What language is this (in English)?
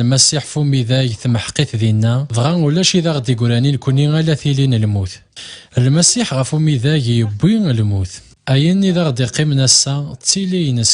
Kabyle